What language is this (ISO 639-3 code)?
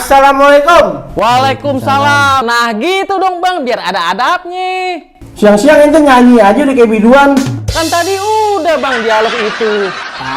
bew